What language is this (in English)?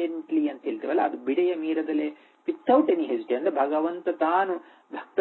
Kannada